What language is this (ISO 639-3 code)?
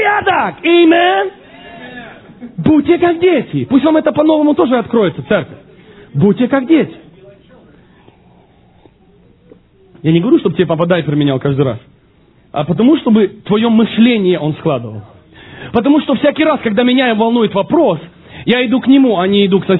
rus